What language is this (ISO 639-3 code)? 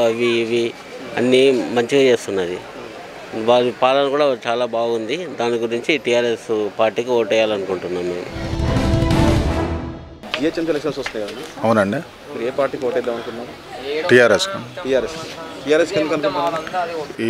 tel